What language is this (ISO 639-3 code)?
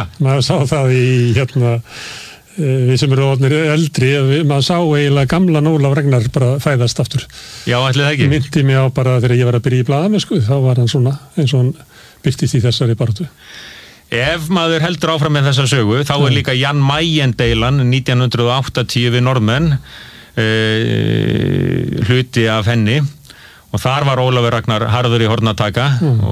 isl